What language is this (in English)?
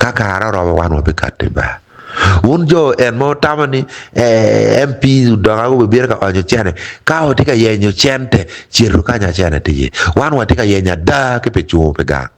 Acoli